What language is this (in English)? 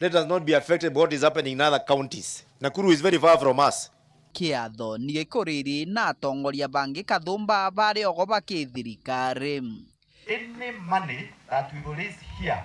Meru